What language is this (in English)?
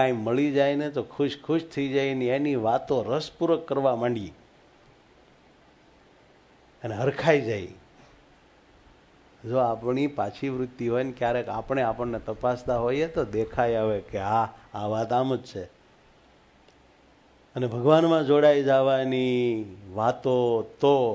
Gujarati